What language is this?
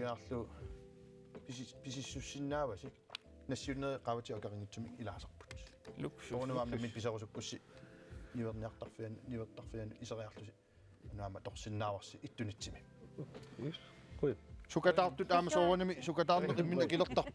Kalaallisut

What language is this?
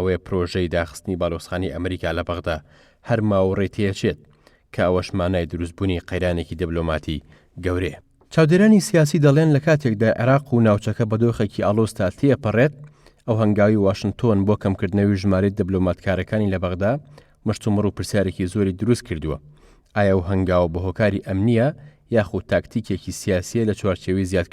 Central Kurdish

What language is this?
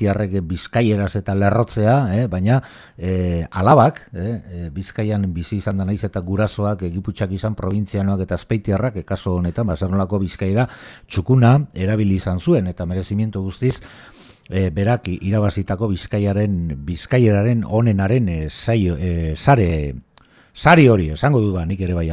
Basque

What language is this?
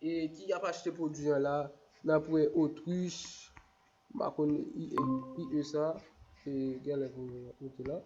Haitian Creole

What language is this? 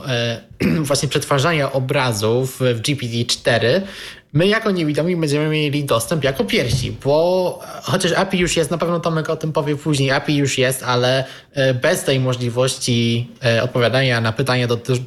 Polish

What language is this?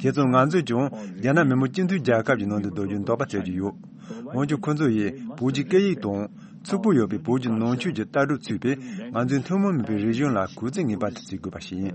Tibetan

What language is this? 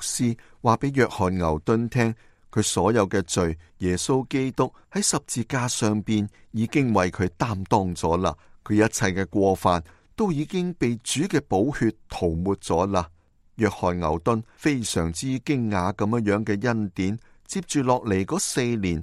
Cantonese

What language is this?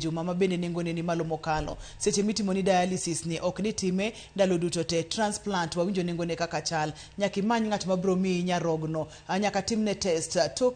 Luo (Kenya and Tanzania)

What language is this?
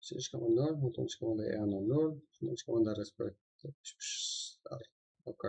Kara-Kalpak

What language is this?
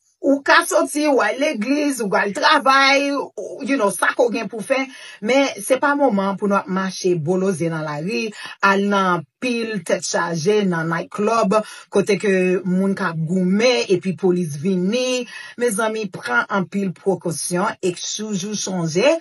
Haitian Creole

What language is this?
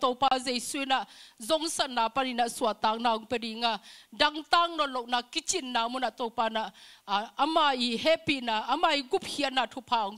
Tedim Chin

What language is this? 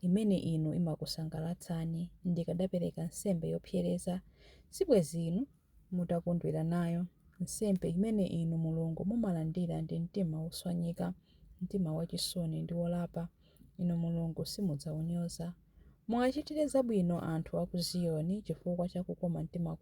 Nyanja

